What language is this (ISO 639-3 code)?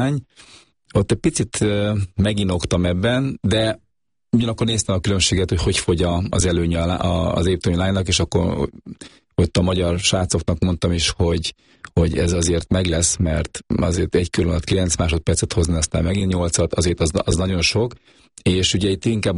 hun